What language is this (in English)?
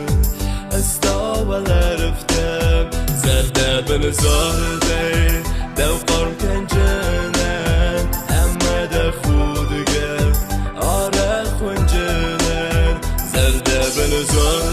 Ossetic